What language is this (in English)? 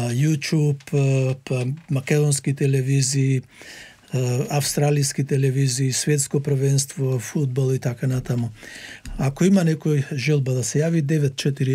Macedonian